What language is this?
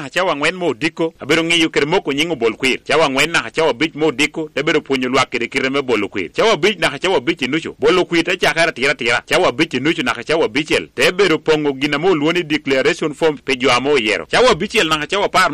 Lango (Uganda)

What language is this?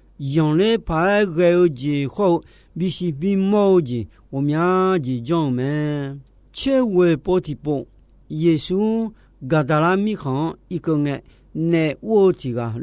Akha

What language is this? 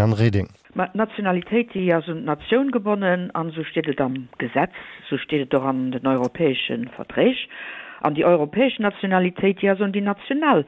Luxembourgish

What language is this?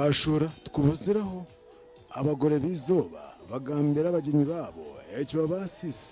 Nyankole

